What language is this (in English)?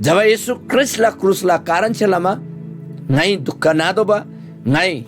Eastern Tamang